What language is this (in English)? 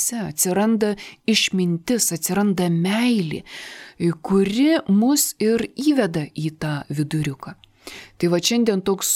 Lithuanian